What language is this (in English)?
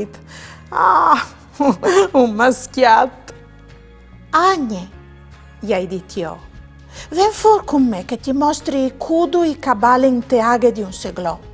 Friulian